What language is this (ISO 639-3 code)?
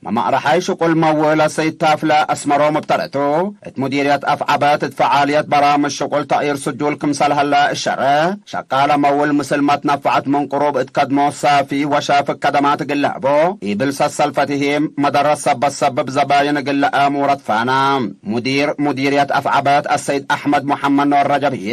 tig